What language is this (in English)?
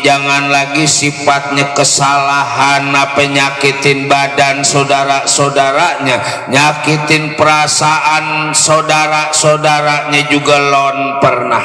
Betawi